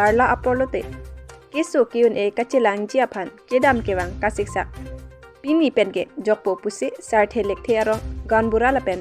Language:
Karbi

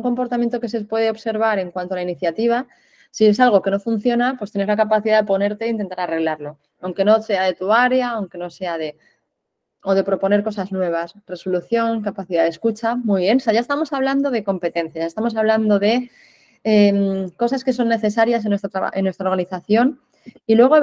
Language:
Spanish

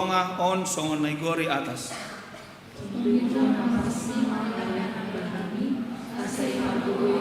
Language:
Batak Simalungun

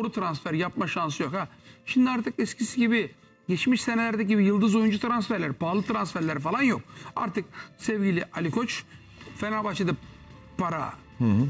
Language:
Turkish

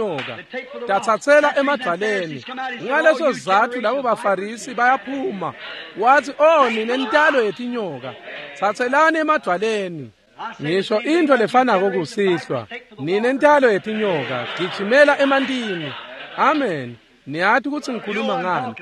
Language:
Swati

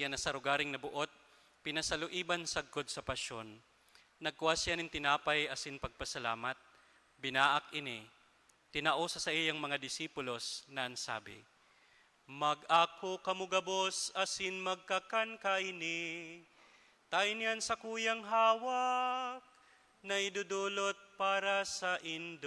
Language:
Bikol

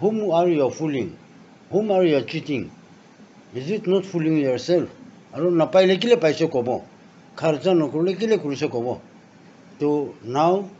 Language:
Naga Pidgin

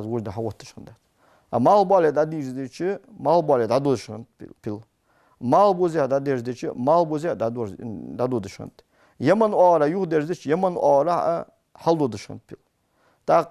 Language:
Ingush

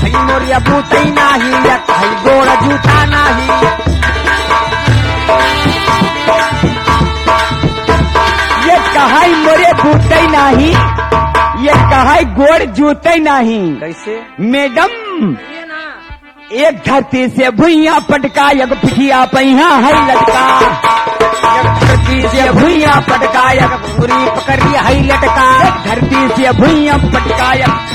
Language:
Bhojpuri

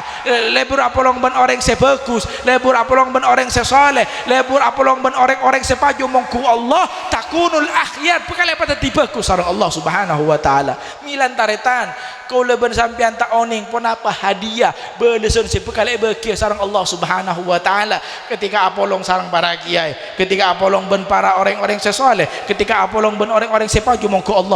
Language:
Madurese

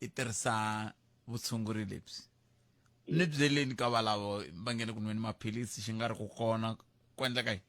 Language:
Tsonga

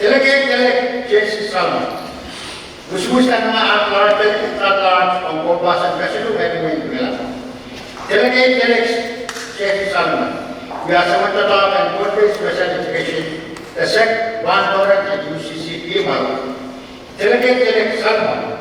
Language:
Pohnpeian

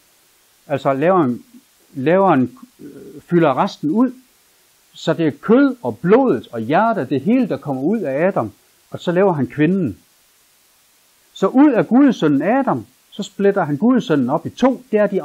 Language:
Danish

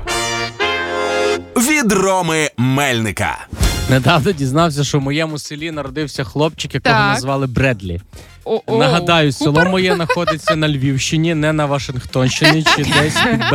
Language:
Ukrainian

